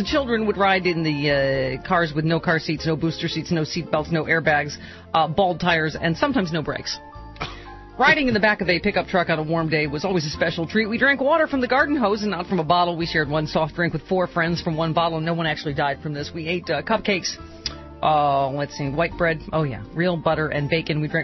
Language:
English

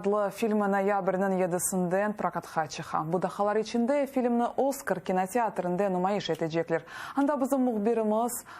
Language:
Crimean Tatar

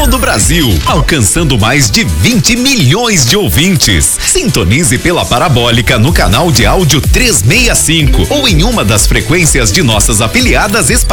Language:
Portuguese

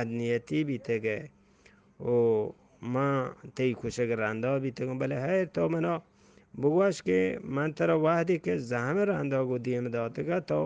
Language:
Eastern Balochi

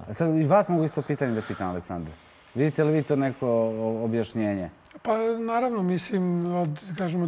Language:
Serbian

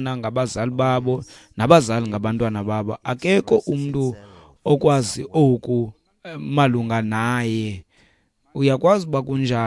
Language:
Xhosa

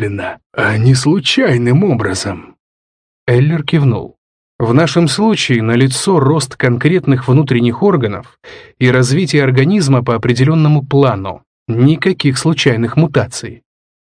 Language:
Russian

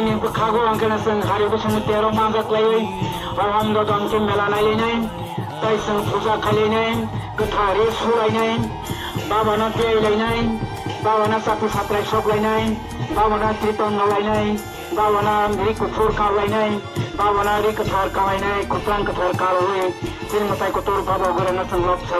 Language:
Kok Borok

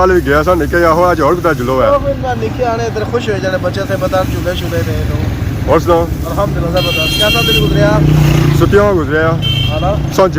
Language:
Pahari-Potwari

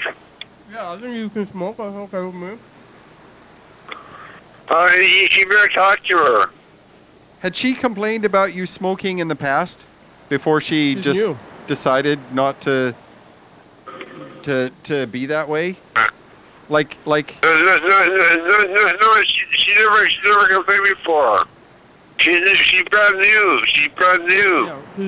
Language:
English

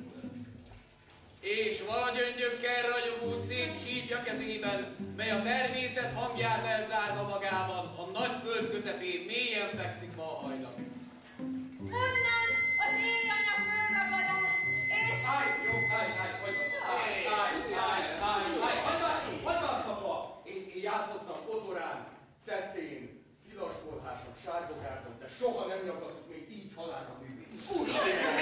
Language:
Hungarian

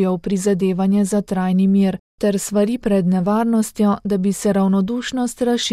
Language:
Slovenian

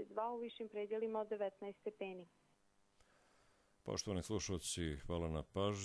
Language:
Bosnian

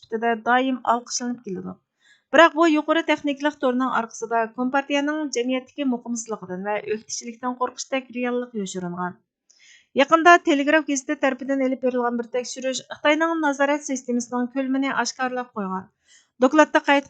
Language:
Uyghur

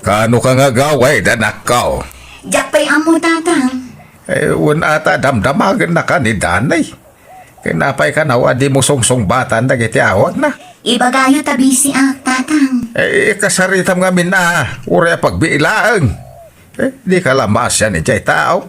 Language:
Iloko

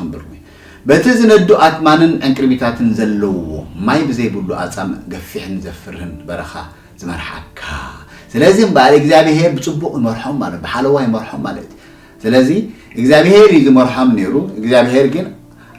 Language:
Tigrinya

